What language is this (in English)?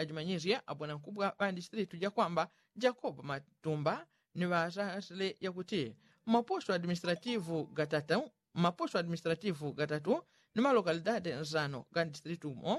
Yao